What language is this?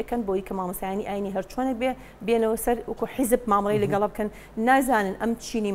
Central Kurdish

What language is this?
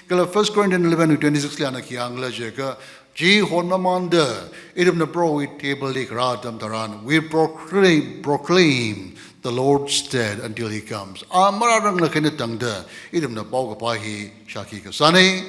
Tangkhul Naga (India)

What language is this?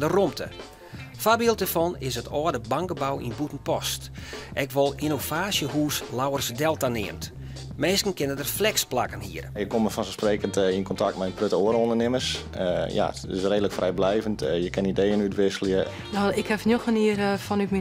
Western Frisian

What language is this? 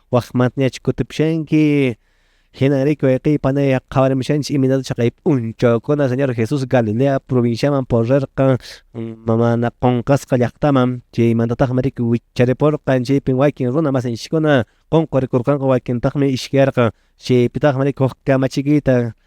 Quechua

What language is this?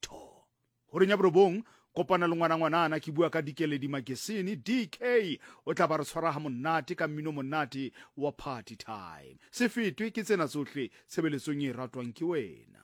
Southern Sotho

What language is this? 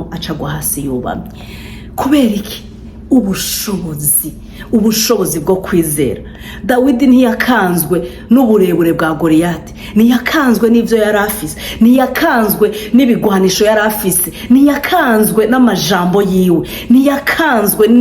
Rundi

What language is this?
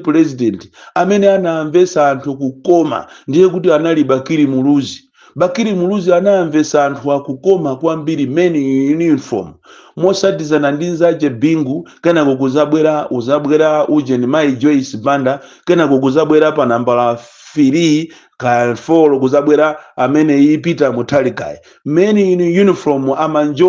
Nyanja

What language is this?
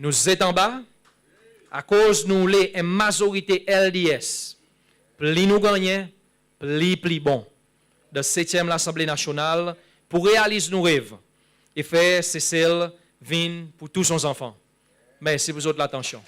Seselwa Creole French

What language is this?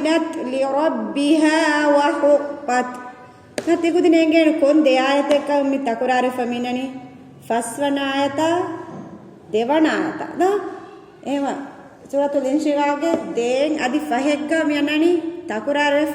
Divehi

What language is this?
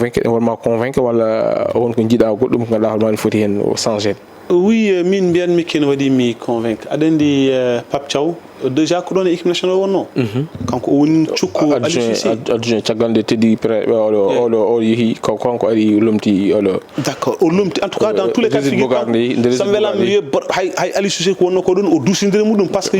Fula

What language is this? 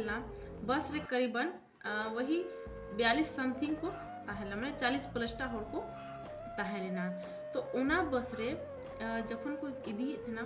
Santali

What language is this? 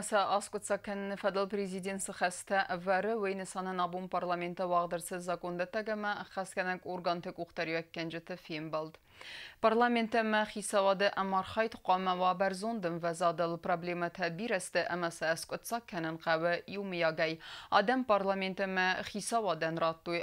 Ossetic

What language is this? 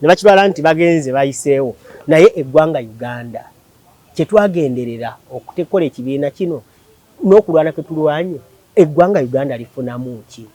Ganda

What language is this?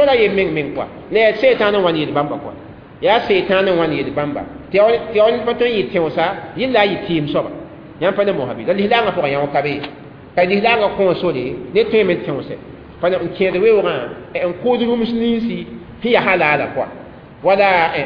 Mossi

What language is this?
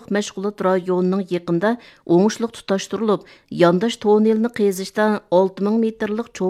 Uyghur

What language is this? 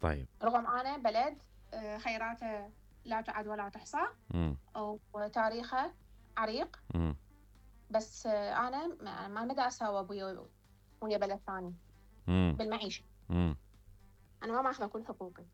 Mesopotamian Arabic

